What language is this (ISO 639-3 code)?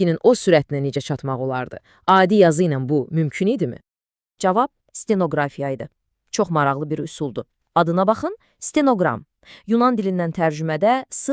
aze